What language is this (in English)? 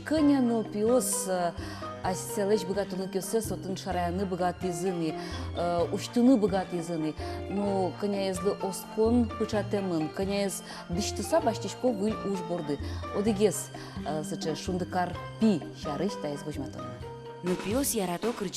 Udmurt